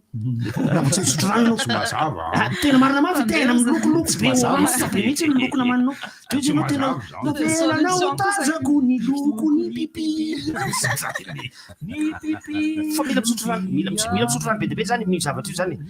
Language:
Malagasy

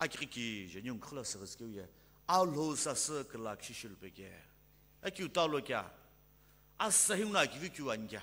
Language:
Sumi Naga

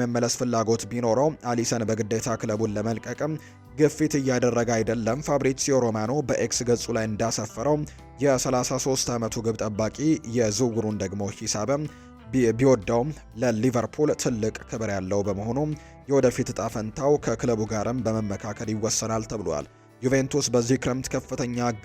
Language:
Amharic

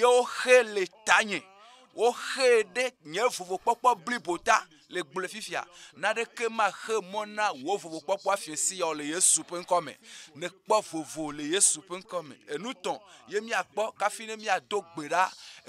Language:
Ewe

